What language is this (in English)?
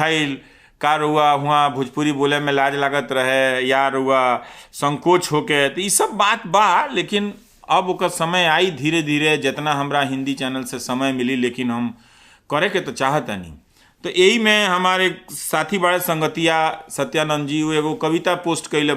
Bhojpuri